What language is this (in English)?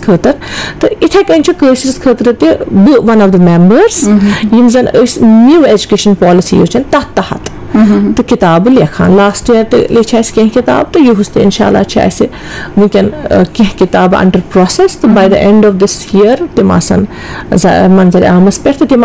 Kashmiri